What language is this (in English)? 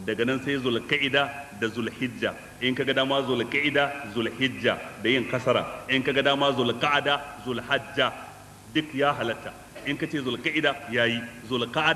Hausa